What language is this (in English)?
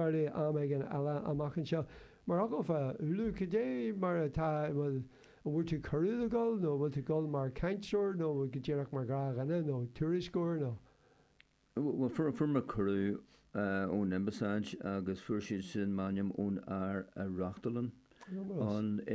Irish